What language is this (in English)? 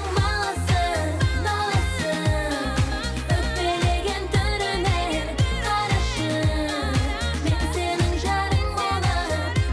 Kazakh